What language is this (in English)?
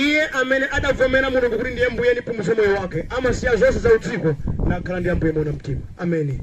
Nyanja